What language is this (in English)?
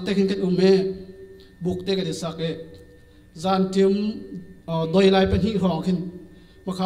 Hakha Chin